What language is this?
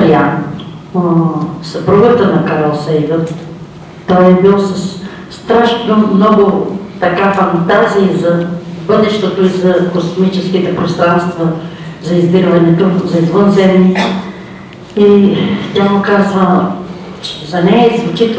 Bulgarian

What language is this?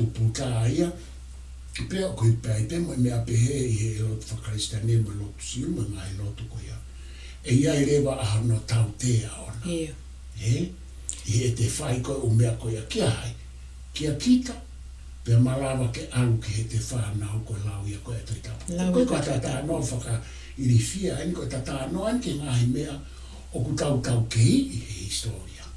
Tongan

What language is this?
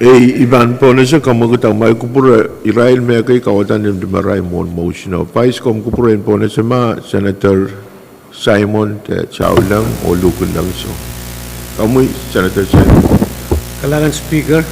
Pohnpeian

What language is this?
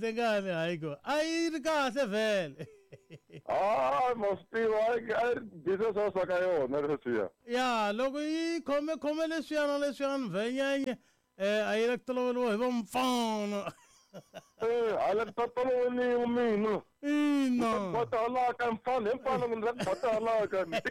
Tsonga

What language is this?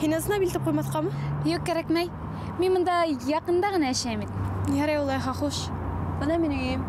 Bashkir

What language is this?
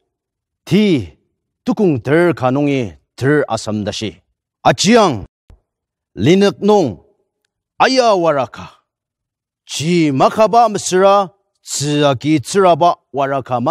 Ao Naga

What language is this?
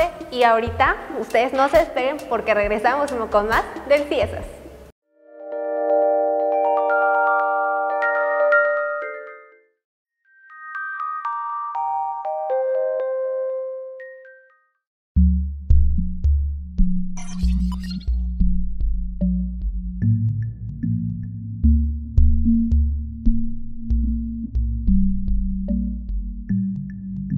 Spanish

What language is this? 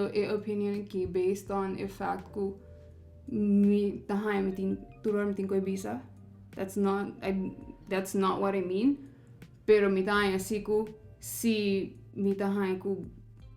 Papiamento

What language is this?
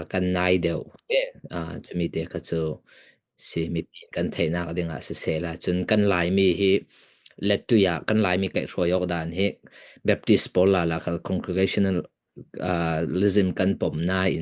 Falam Chin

